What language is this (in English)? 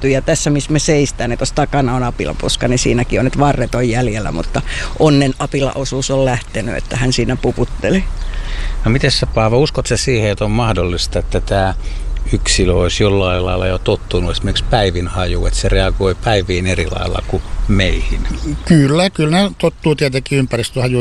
Finnish